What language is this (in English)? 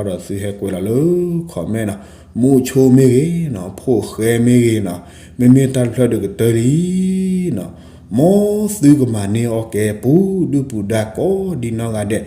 S'gaw Karen